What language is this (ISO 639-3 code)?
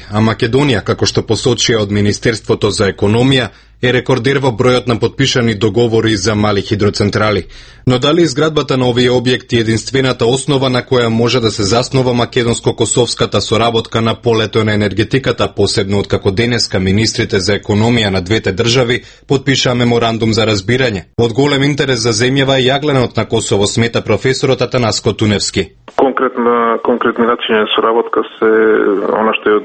mkd